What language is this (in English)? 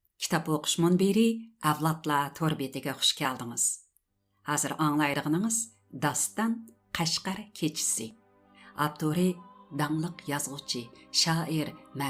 Uyghur